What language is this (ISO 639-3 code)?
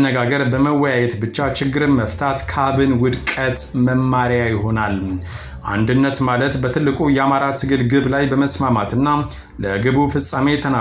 amh